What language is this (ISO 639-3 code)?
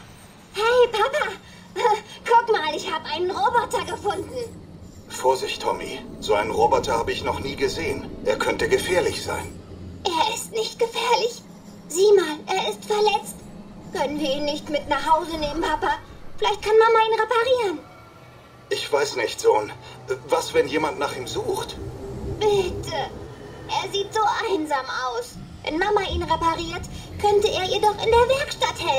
bar